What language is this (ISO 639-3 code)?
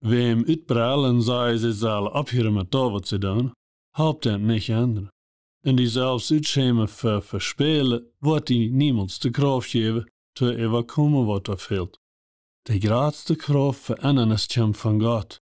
pdt